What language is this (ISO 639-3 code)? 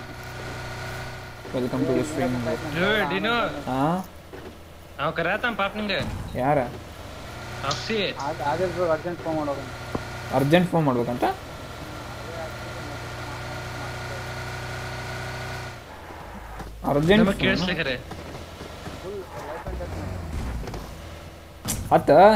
kan